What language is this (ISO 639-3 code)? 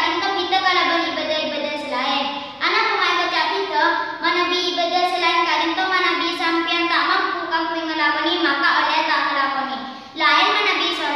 mad